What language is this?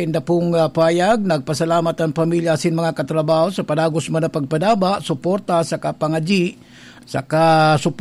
Bikol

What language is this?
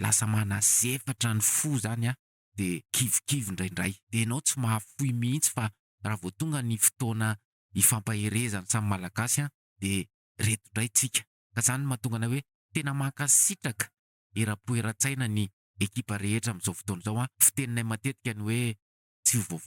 Malagasy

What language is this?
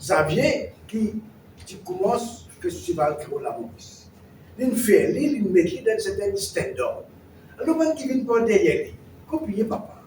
Morisyen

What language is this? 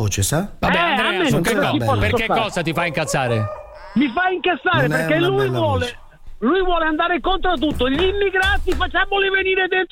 Italian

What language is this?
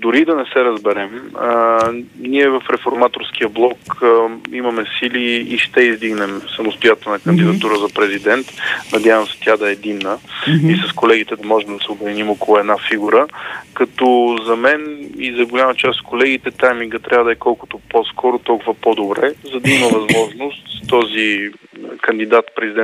Bulgarian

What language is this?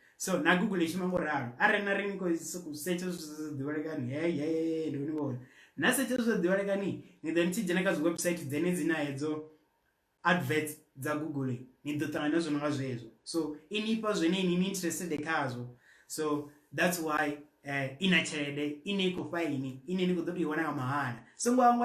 Venda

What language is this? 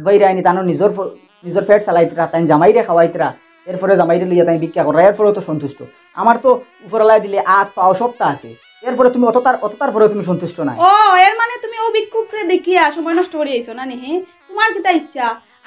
Sylheti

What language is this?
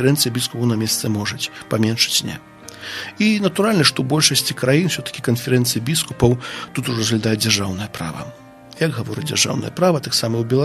Belarusian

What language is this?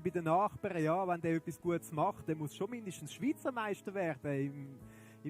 Swiss German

